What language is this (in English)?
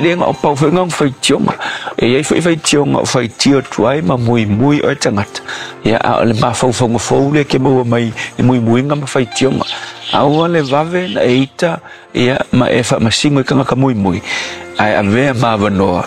Samoan